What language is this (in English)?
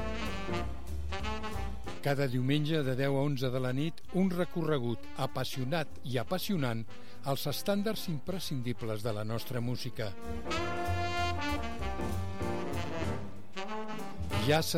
Catalan